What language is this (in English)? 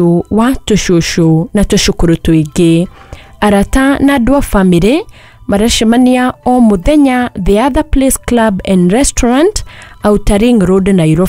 Kikuyu